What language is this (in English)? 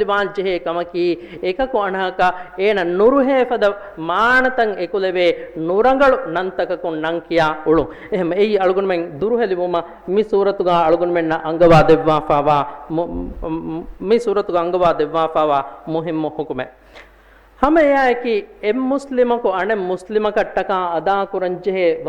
Divehi